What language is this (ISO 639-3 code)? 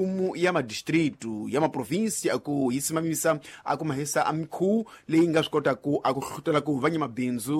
tso